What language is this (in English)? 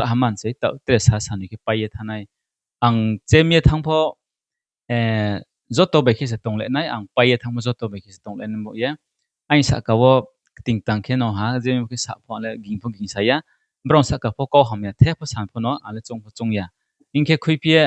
Riang (India)